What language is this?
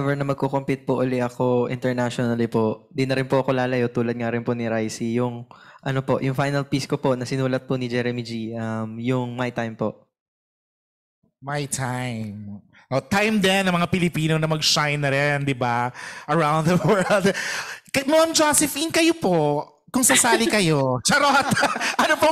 Filipino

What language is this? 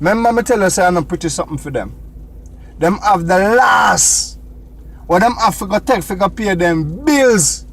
Jamaican Creole English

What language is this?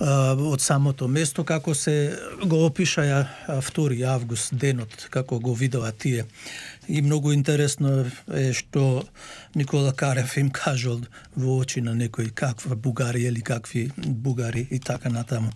Macedonian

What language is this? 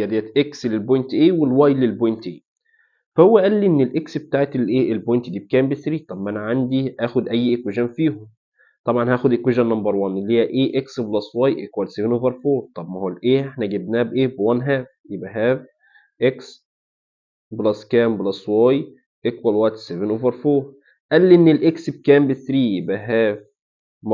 Egyptian Arabic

